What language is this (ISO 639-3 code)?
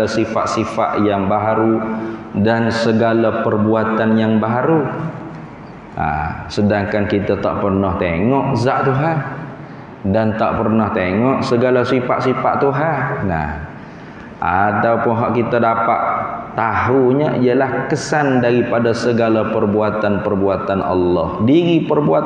msa